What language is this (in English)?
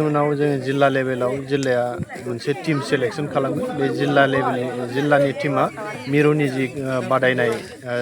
Bodo